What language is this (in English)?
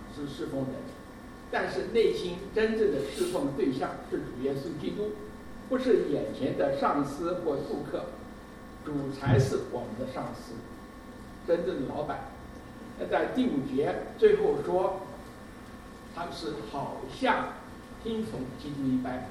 Chinese